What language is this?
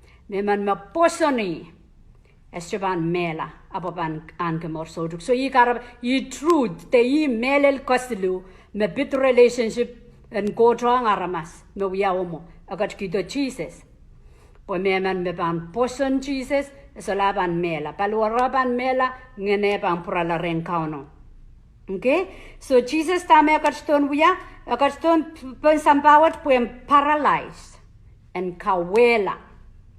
Pohnpeian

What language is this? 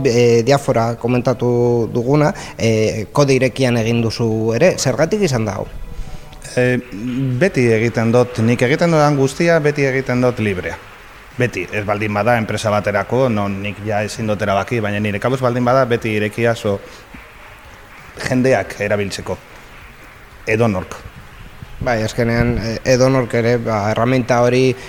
Basque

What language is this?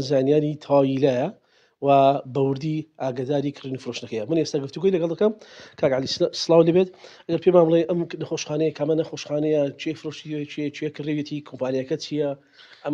Central Kurdish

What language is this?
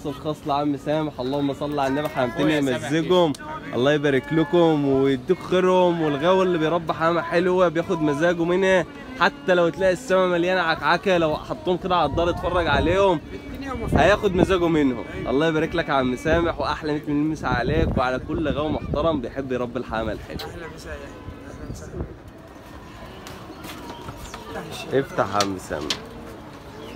Egyptian Arabic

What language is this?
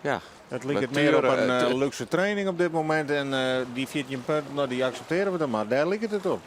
Western Frisian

